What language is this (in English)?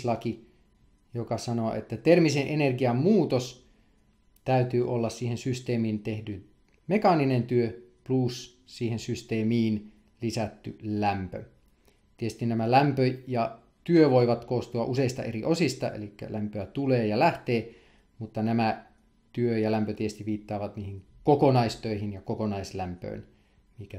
Finnish